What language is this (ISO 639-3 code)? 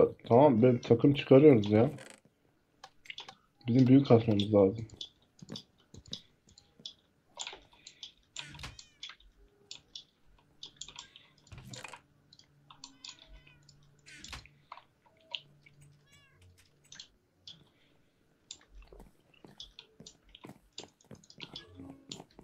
tur